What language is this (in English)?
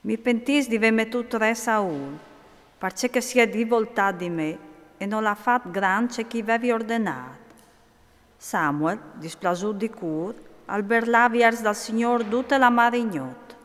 Friulian